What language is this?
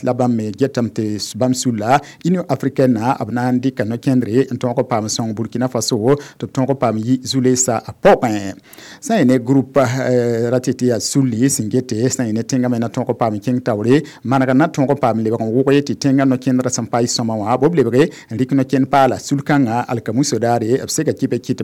Mossi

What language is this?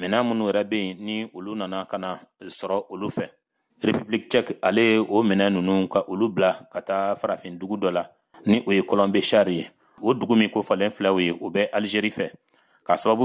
Bambara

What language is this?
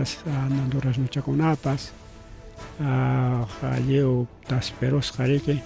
Ayacucho Quechua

